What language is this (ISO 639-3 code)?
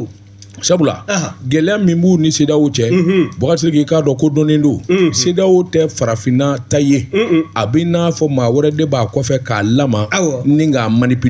bam